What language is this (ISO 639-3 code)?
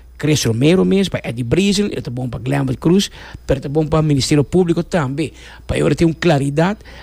pap